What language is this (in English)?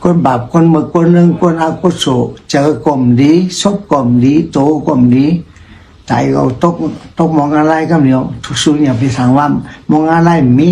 Shan